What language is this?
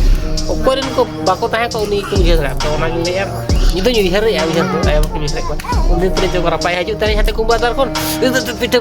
Santali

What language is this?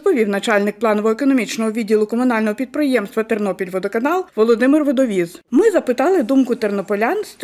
Ukrainian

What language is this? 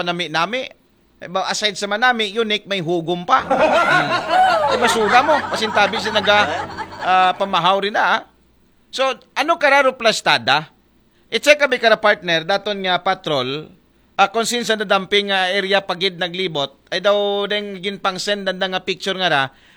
Aklanon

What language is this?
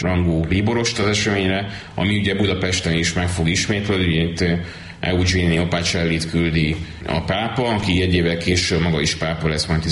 Hungarian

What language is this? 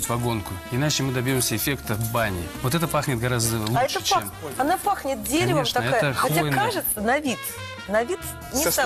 Russian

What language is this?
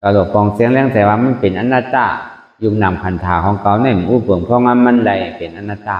Shan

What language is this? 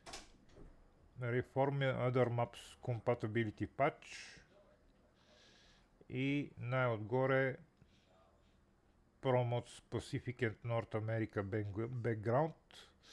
Bulgarian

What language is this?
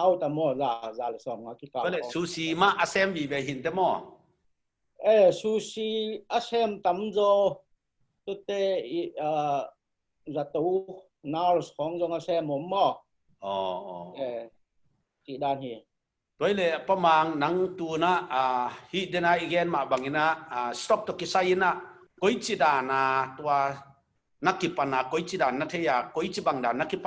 Tedim Chin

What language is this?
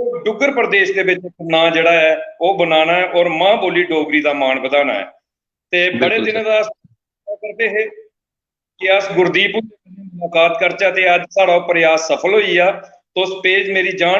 Dogri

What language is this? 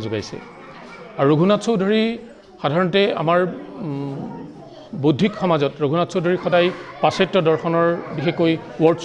Assamese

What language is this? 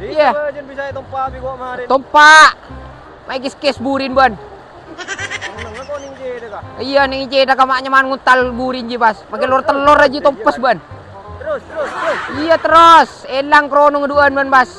Madurese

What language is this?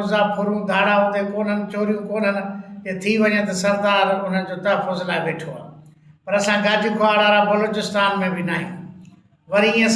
Sindhi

